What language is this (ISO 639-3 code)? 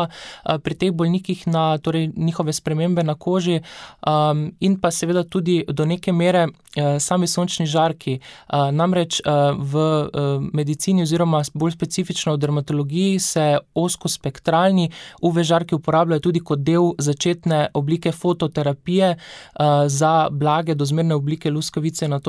slv